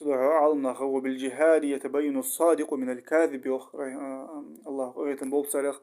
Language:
Ingush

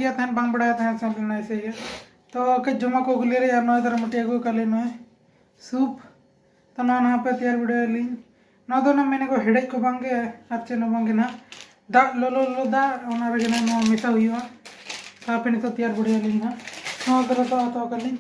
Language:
Santali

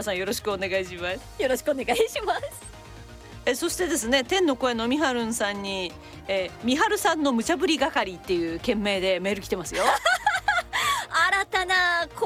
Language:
Japanese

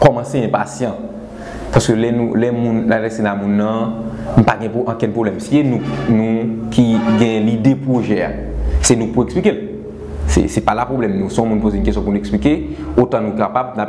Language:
Haitian Creole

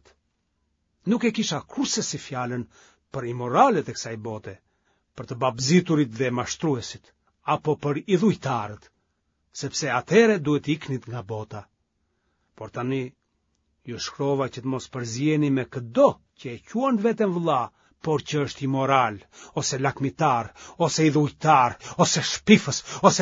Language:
Albanian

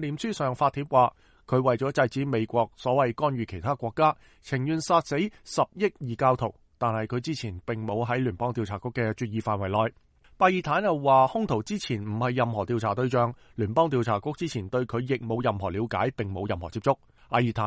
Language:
Cantonese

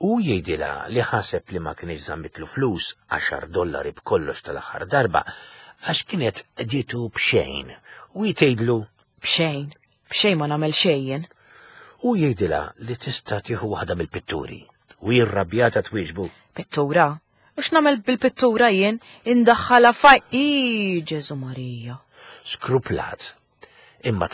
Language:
Maltese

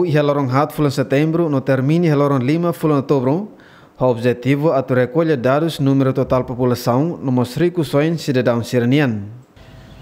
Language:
Tetum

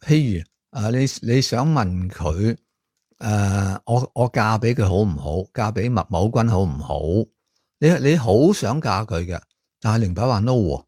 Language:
Cantonese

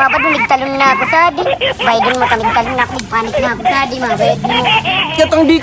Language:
Bikol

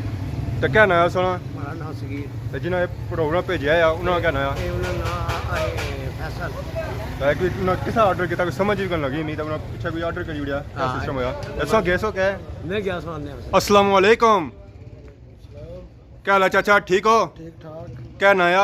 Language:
Pahari-Potwari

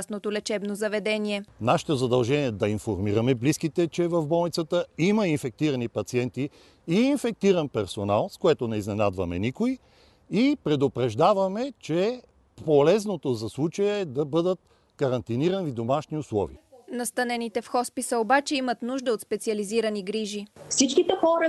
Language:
Bulgarian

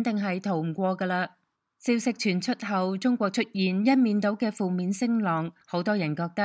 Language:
Cantonese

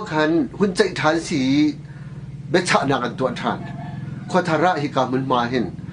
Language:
Hakha Chin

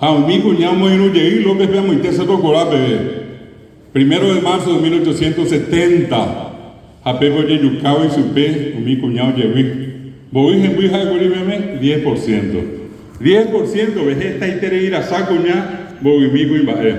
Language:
Guarani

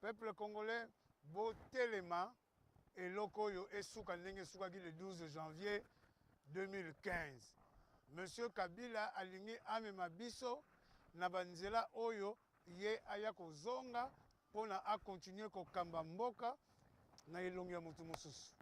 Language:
Lingala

